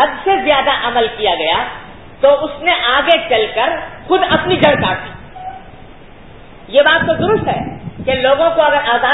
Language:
Urdu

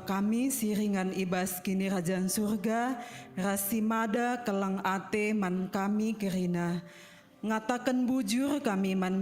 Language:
Batak Karo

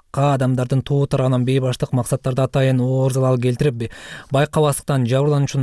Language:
Kyrgyz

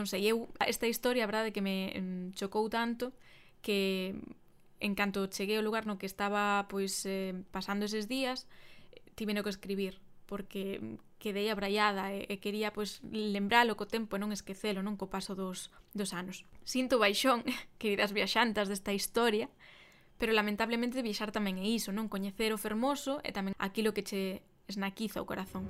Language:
Galician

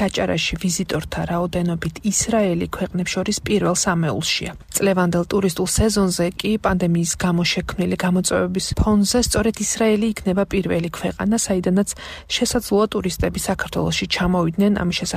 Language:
Georgian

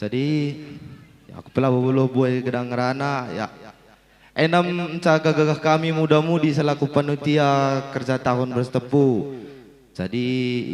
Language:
Batak Karo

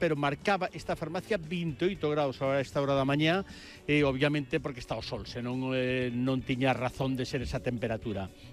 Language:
Galician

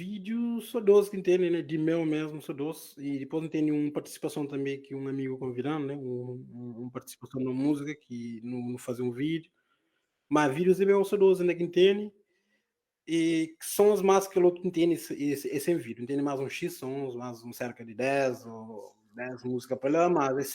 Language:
Kabuverdianu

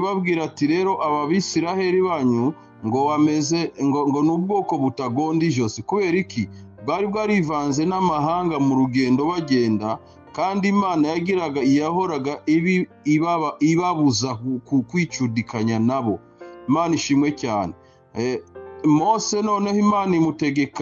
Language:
Kinyarwanda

